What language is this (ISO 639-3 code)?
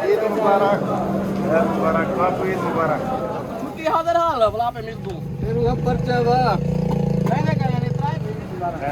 skr